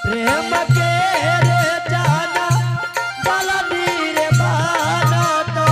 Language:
Angika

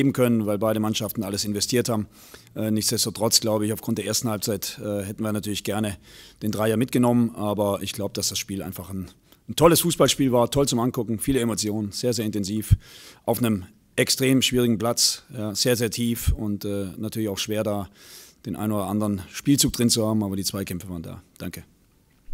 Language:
German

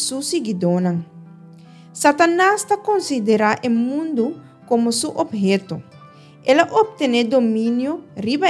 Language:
Papiamento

